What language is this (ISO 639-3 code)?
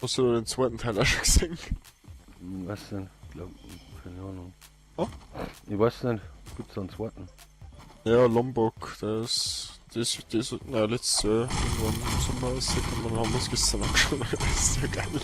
bar